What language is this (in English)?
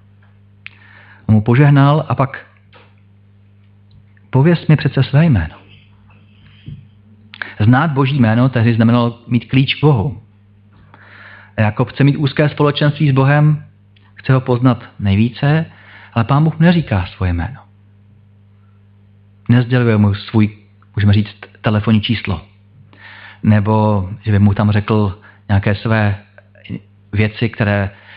Czech